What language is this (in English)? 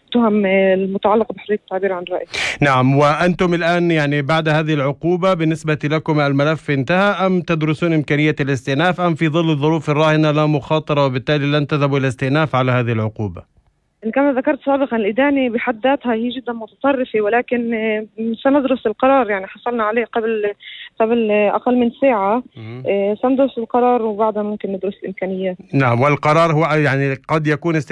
North Levantine Arabic